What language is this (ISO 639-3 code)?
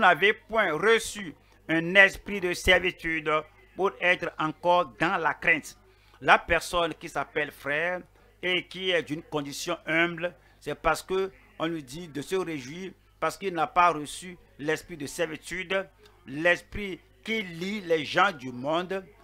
fra